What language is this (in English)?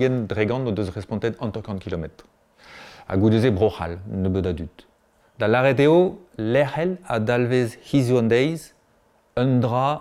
Breton